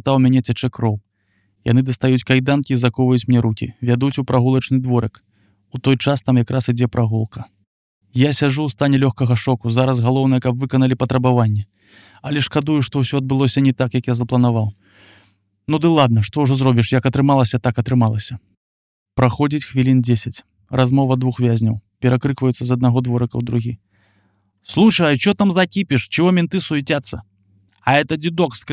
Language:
Belarusian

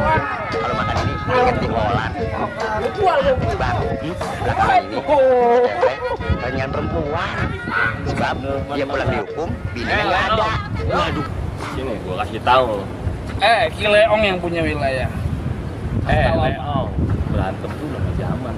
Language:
Betawi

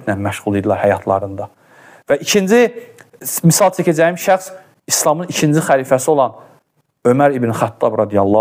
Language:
Azerbaijani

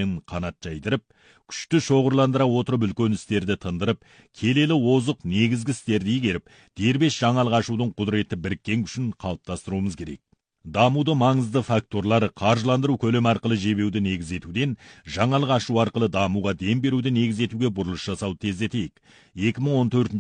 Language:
Kazakh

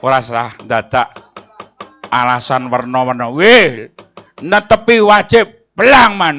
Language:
Javanese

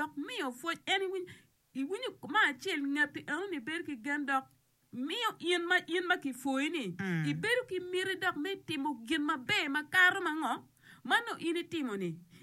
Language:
Acoli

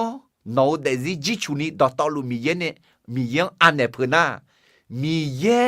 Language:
Akha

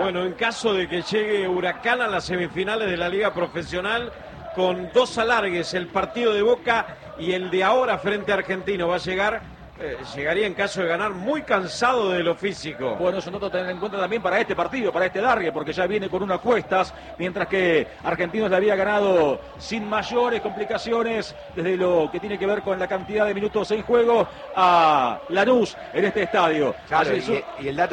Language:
Spanish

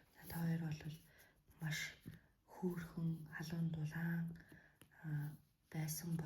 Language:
Mongolian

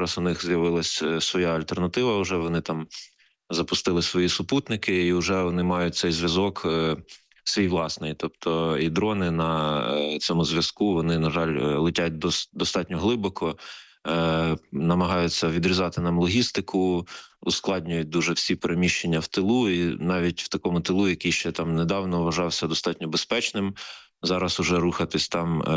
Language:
Ukrainian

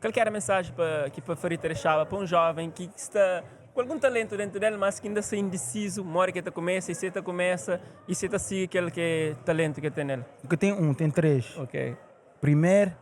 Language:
Kabuverdianu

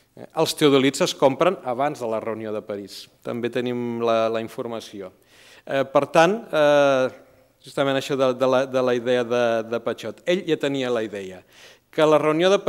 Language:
Catalan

